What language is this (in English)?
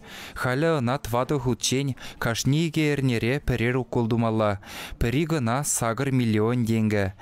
Chuvash